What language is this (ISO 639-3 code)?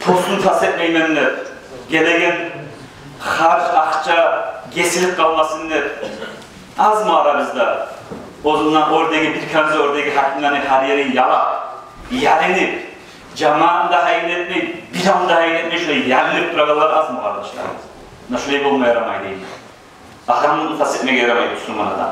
kum